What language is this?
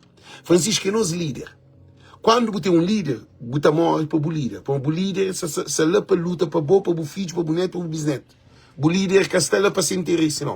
Kabuverdianu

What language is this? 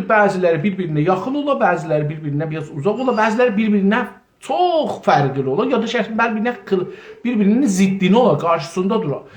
South Azerbaijani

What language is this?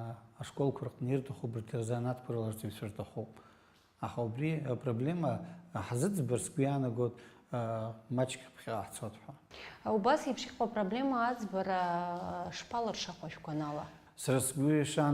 Abkhazian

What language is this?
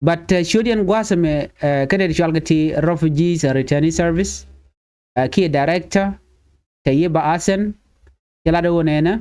Nuer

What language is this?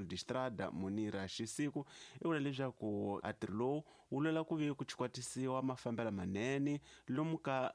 Tsonga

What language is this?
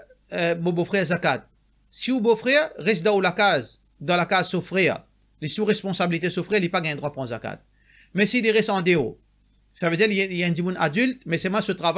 Morisyen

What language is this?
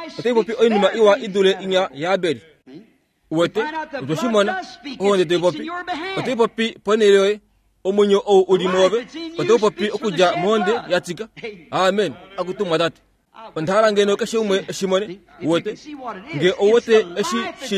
Kuanyama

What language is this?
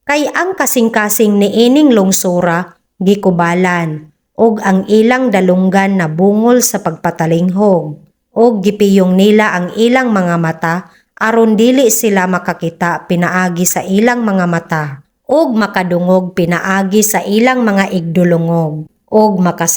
Cebuano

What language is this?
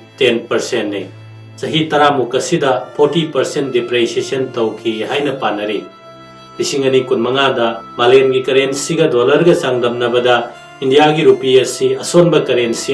Manipuri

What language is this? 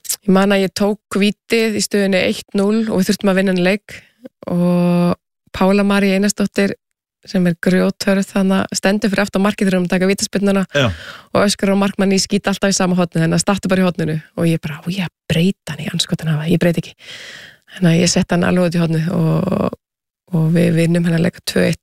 Icelandic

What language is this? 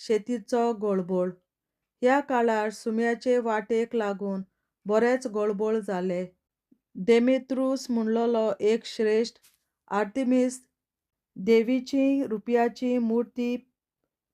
Konkani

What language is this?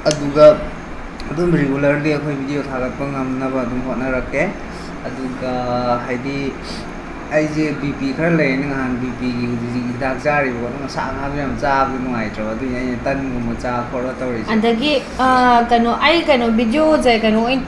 Manipuri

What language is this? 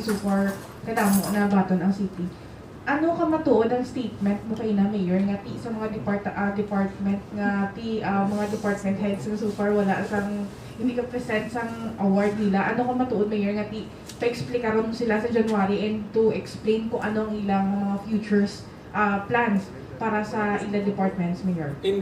Hiligaynon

